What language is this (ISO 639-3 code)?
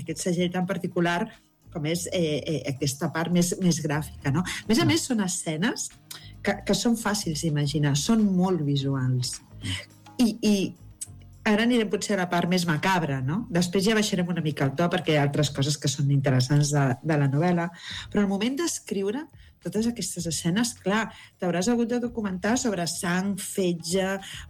cat